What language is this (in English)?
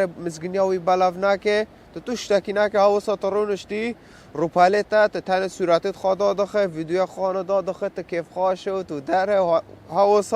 Kurdish